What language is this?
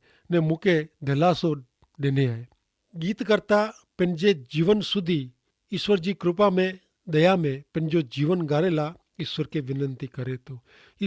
Kachhi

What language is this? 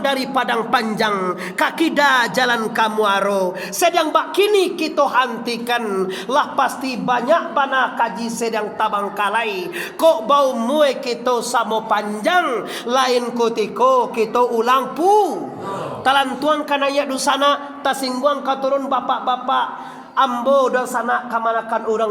Minangkabau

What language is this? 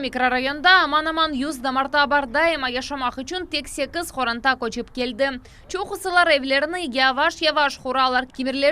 Crimean Tatar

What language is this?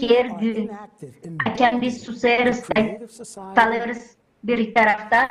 Gagauz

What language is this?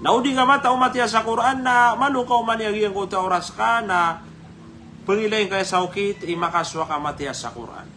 Maranao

